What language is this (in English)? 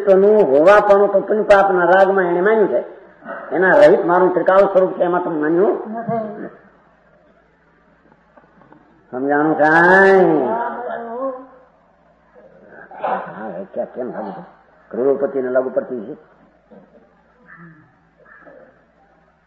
Gujarati